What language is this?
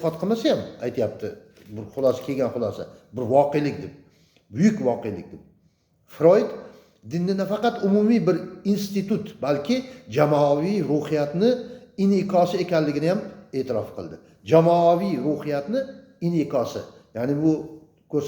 Uzbek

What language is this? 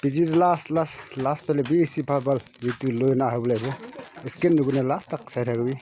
Naga Pidgin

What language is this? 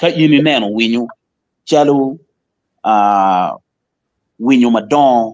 Acoli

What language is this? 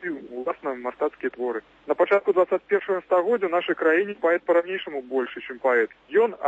Belarusian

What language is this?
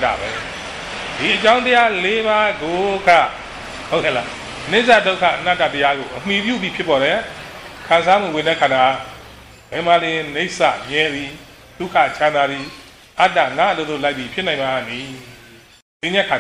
Burmese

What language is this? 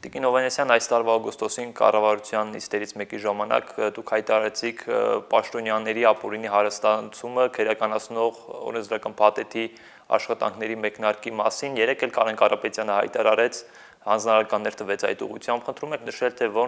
Armenian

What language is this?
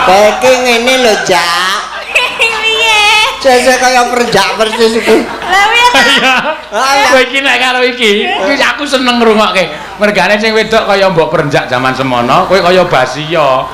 Javanese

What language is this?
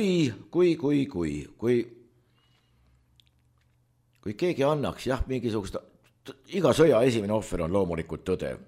Estonian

